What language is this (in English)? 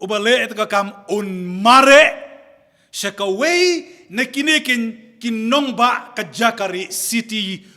Khasi